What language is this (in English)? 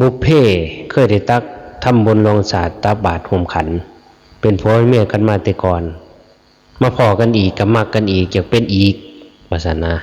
Northeastern Thai